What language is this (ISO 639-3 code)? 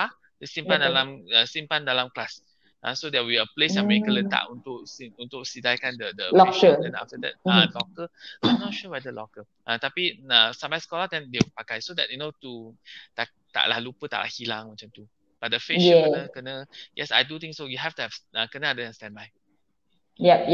msa